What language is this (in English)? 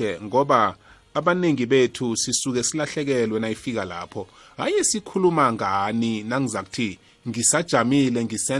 South Ndebele